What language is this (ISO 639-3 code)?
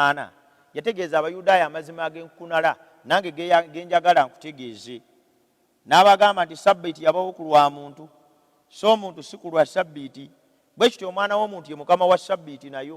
lug